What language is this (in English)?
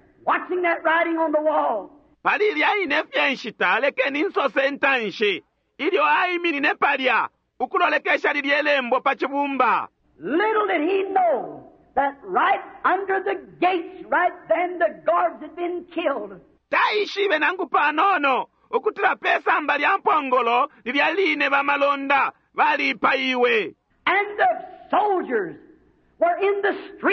Bemba